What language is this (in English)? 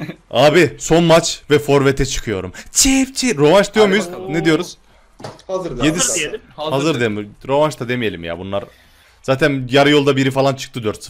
Turkish